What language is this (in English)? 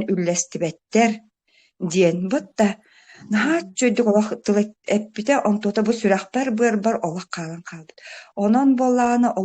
Yakut